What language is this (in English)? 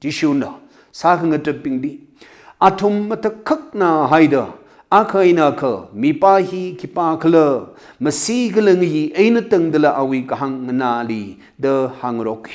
Tangkhul Naga (India)